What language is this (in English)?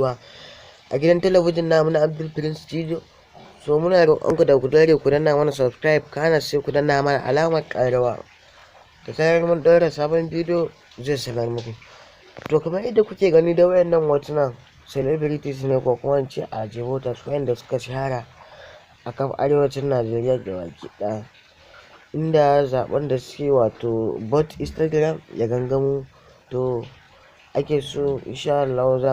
Hausa